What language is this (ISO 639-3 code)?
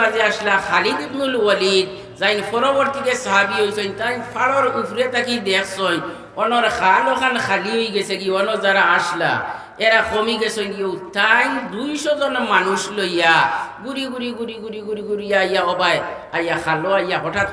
syl